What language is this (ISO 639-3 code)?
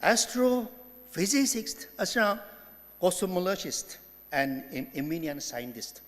njo